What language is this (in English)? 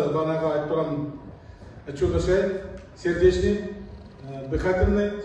Kazakh